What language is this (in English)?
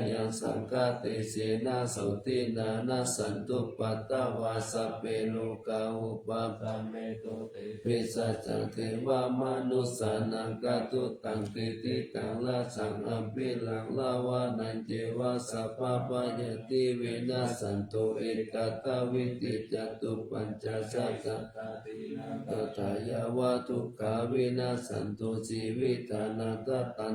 Pali